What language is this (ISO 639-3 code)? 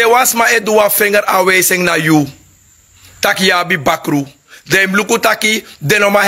srn